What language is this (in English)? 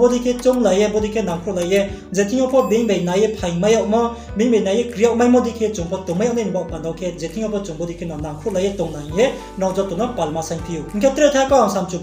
Riang (India)